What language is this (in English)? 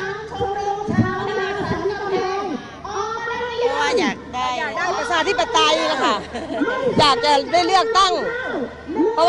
Thai